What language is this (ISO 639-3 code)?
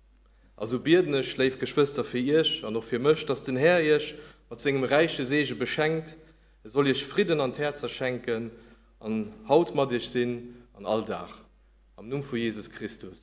ltz